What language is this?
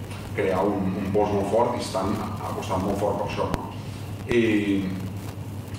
Catalan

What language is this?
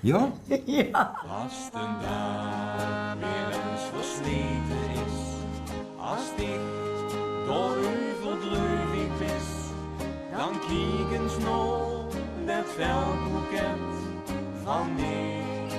Limburgish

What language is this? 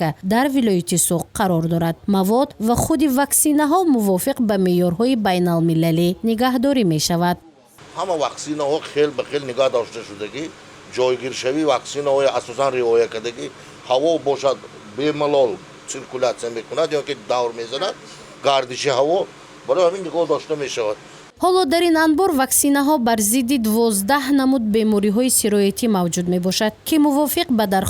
Tajik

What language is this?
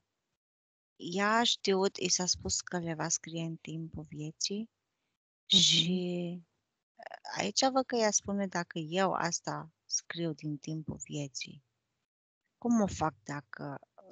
Romanian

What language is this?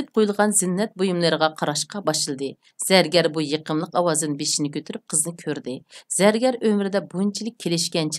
Uyghur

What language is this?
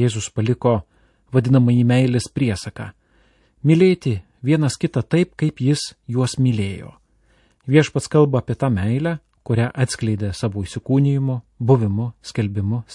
Lithuanian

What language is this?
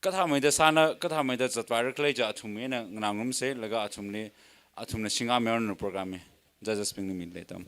Tangkhul Naga (India)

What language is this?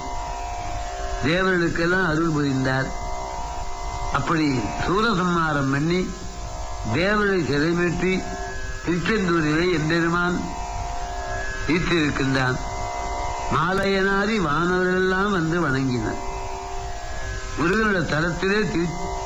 Tamil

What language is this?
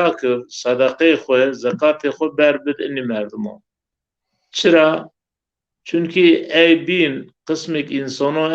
Zaza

